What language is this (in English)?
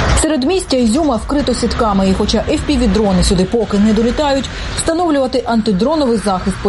Ukrainian